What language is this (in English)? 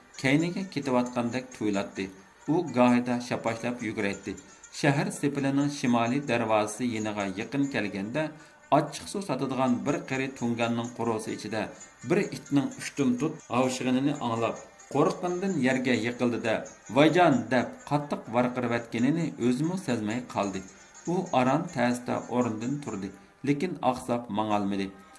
Uyghur